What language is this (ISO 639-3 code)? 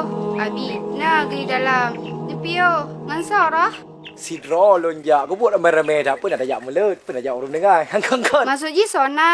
ace